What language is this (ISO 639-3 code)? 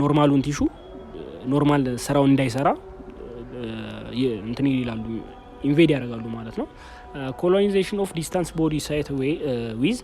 amh